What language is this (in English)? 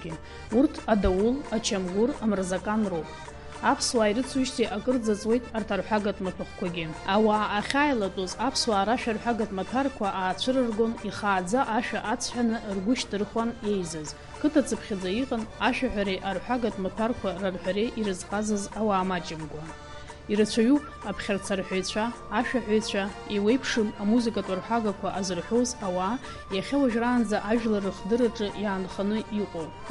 Abkhazian